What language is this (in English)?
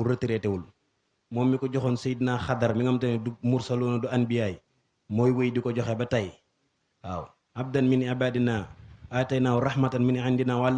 Wolof